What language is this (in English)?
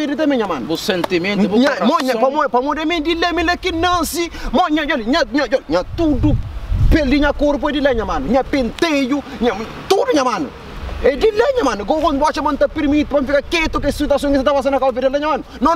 Kabuverdianu